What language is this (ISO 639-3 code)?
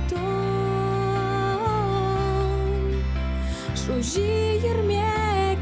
udm